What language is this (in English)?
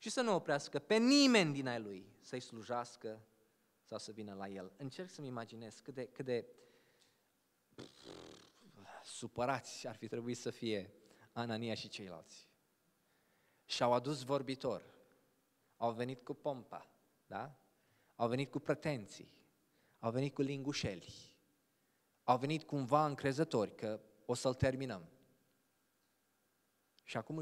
Romanian